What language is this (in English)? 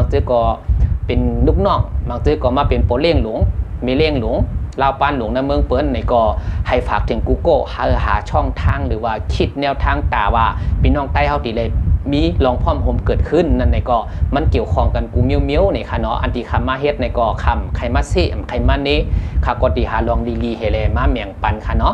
Shan